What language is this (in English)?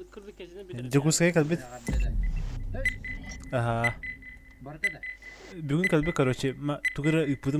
Yakut